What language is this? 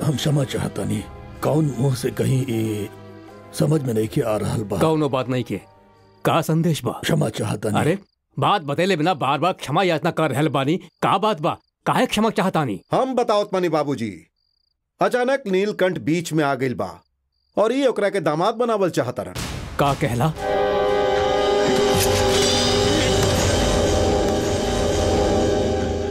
Bhojpuri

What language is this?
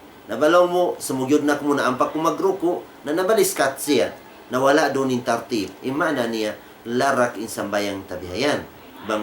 Tausug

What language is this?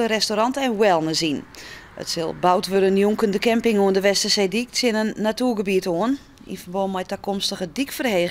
Western Frisian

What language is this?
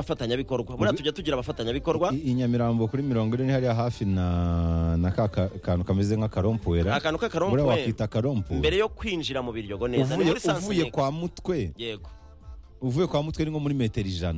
Kinyarwanda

